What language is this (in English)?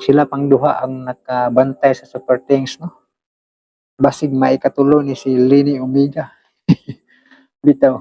Cebuano